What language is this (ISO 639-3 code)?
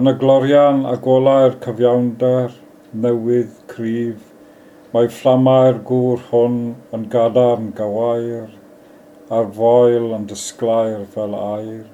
cym